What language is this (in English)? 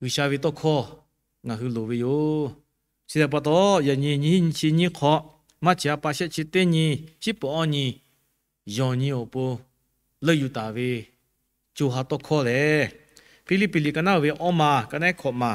Lahu